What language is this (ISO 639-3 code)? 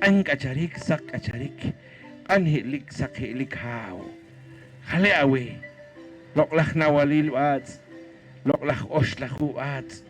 poh